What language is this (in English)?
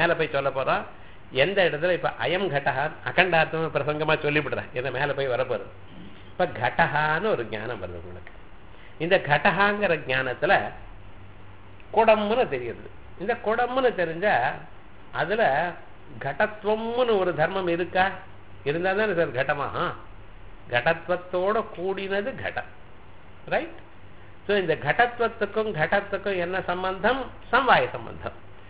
Tamil